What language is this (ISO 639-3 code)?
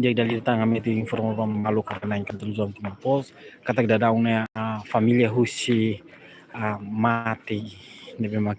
tet